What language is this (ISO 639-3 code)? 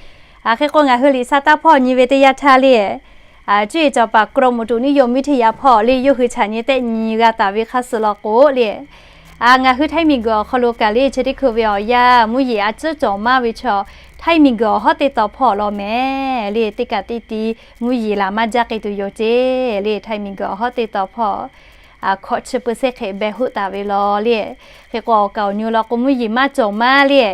lhu